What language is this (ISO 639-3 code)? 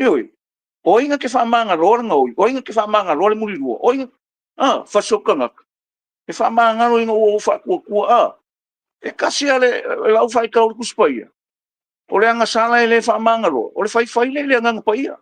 smo